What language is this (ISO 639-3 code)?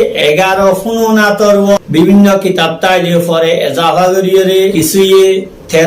rhg